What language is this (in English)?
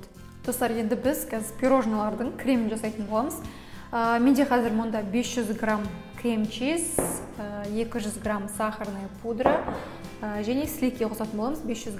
Kazakh